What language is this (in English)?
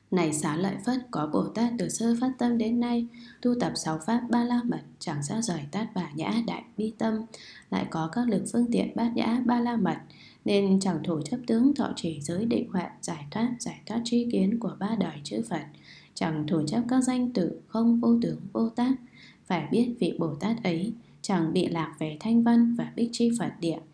Vietnamese